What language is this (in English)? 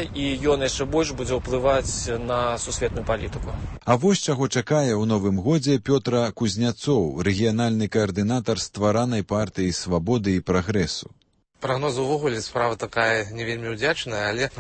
Belarusian